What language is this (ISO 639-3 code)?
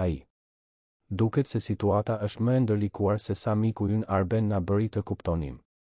sqi